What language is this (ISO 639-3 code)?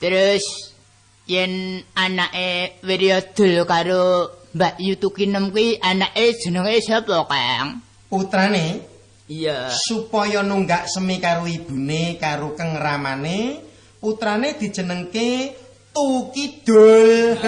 jav